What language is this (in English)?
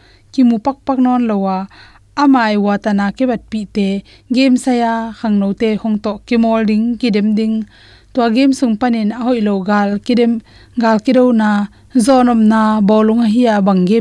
Tedim Chin